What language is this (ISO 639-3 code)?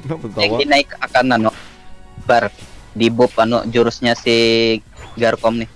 bjn